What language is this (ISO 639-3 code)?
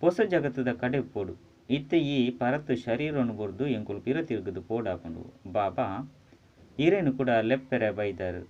tcy